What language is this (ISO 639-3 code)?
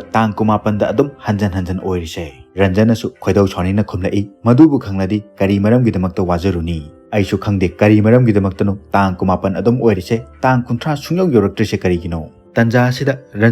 mni